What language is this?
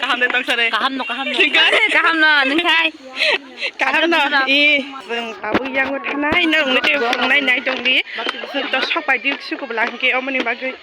Kok Borok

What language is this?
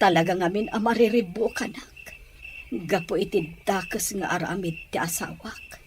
Iloko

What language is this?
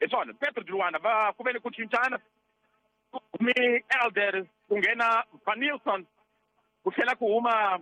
Tsonga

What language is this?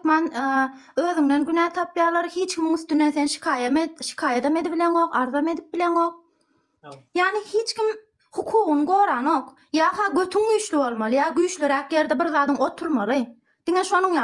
Turkmen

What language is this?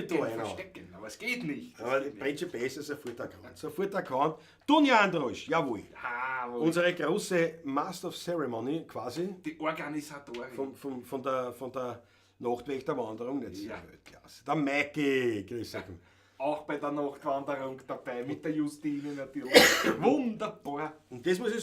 Bavarian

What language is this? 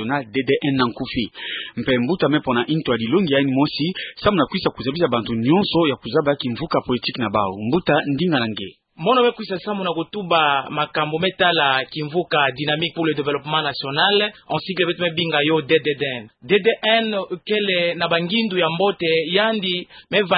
Kituba (Democratic Republic of Congo)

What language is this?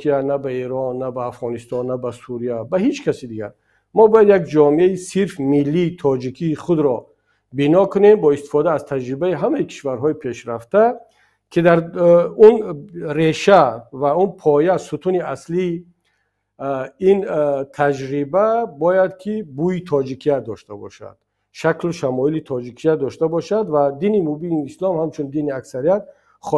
Tajik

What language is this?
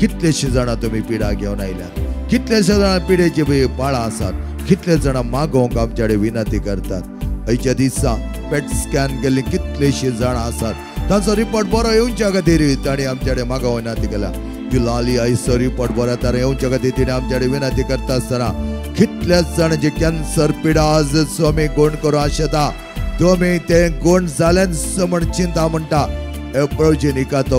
Konkani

